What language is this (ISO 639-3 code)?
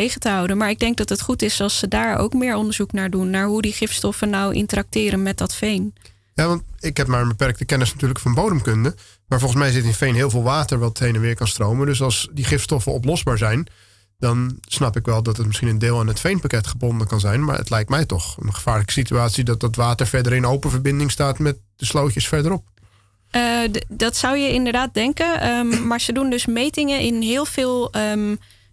nld